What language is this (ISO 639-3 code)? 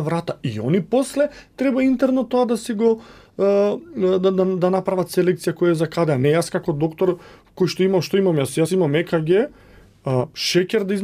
mkd